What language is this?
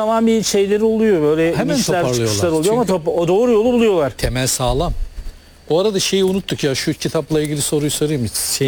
Turkish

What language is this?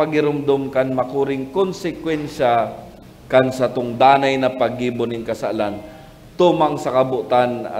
Bikol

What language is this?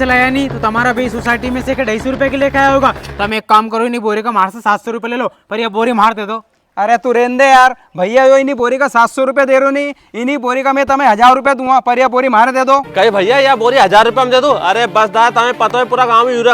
Rajasthani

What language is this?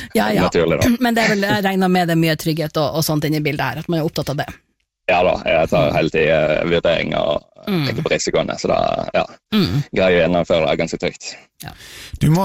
Norwegian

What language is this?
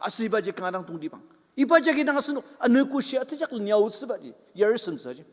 Ao Naga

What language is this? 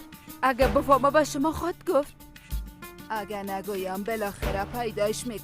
Persian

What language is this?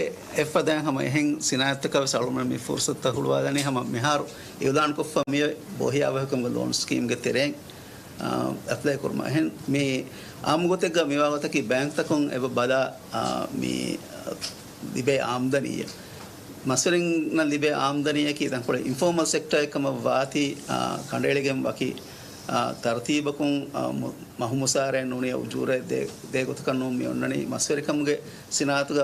Divehi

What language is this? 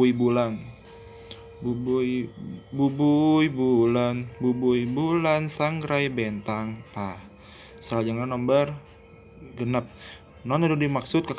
Sundanese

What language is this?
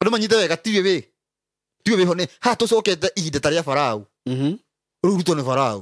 Kikuyu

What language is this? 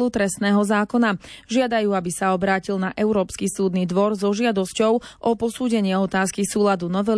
Slovak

